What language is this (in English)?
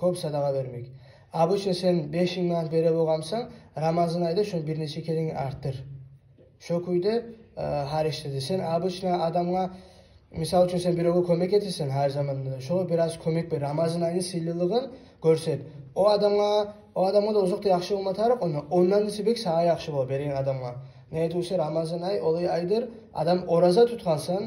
Kumyk